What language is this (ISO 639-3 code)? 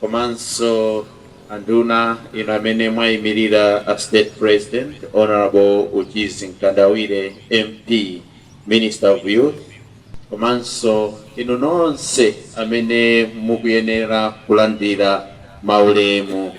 nya